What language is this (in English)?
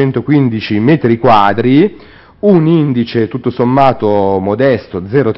Italian